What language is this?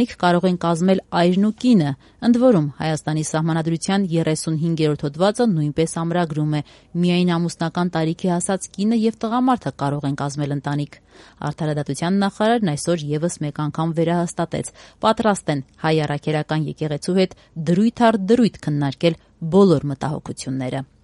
Armenian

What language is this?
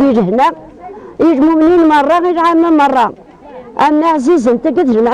Kabyle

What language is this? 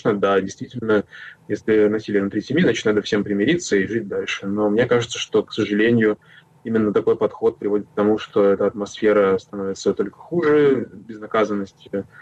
Russian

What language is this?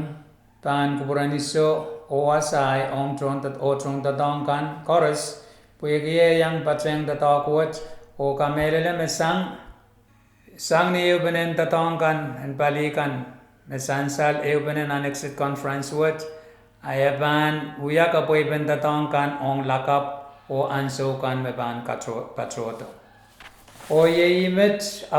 Pohnpeian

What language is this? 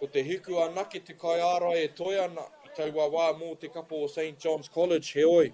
Māori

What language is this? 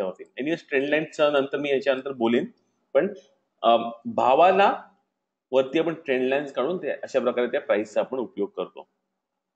Marathi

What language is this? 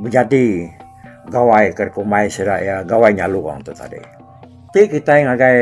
Iban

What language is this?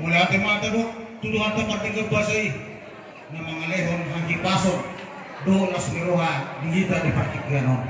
Batak Toba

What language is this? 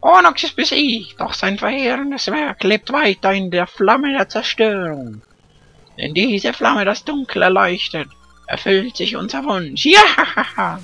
Swiss German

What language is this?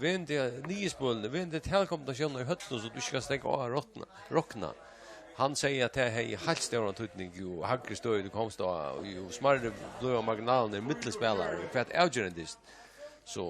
Faroese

